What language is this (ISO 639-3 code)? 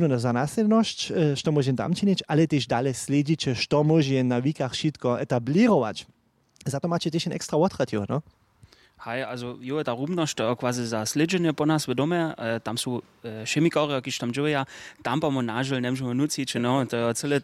hsb